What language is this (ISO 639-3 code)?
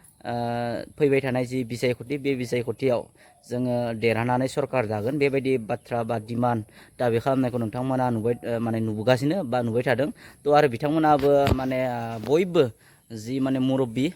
brx